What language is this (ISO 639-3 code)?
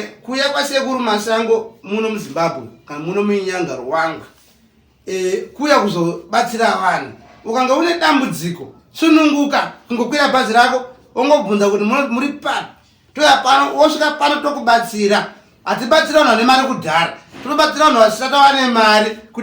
sna